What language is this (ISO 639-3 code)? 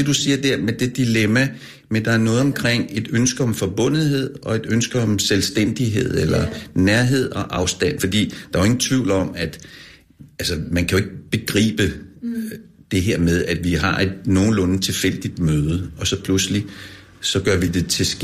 dan